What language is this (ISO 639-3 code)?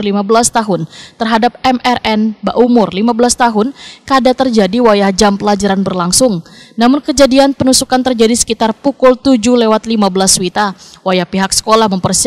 bjn